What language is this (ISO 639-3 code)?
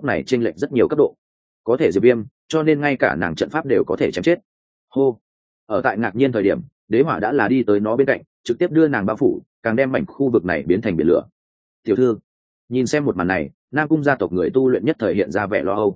vie